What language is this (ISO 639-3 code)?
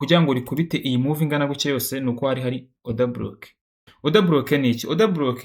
kin